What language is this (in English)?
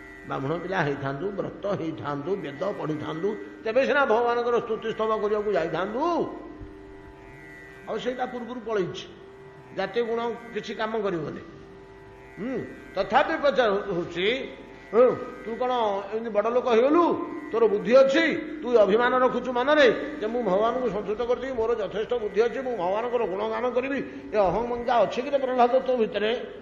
Odia